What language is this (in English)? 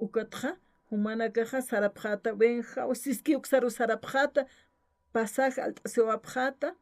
Aymara